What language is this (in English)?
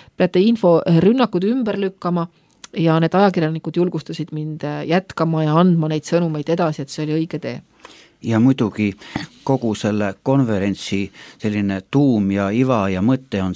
Estonian